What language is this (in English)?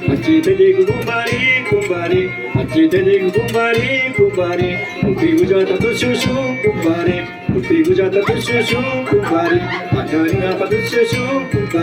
Imbabura Highland Quichua